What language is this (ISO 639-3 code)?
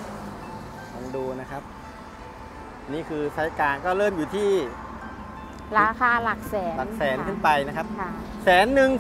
tha